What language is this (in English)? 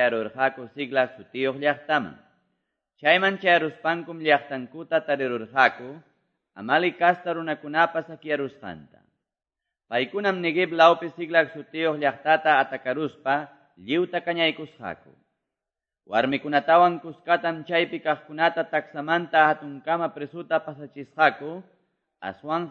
Quechua